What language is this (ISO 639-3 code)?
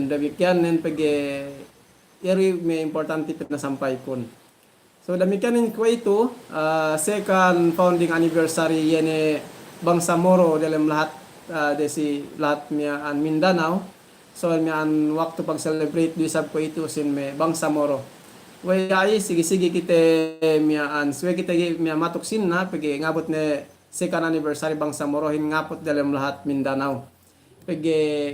yka